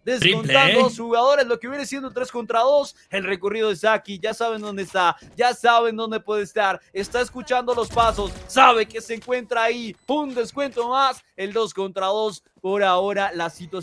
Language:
Spanish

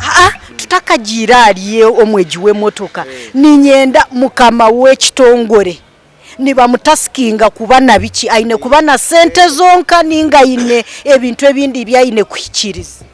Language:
Nyankole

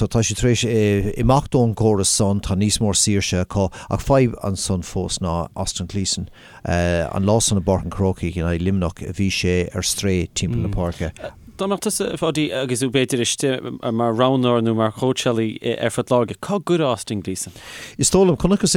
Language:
Irish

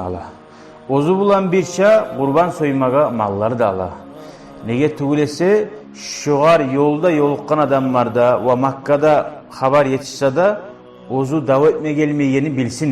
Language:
Kumyk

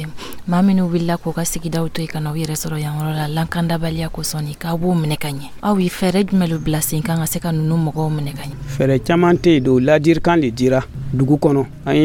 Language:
Dyula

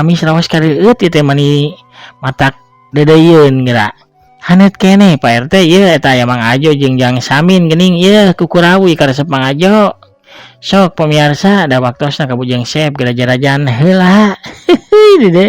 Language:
Sundanese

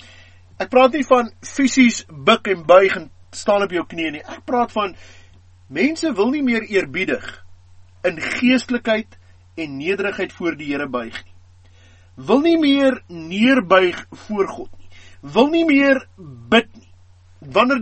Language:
Afrikaans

